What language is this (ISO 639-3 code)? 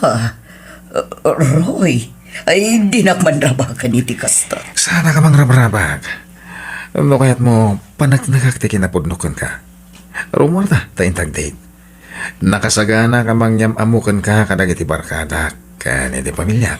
ilo